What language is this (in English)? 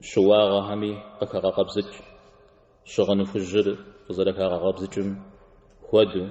Kabardian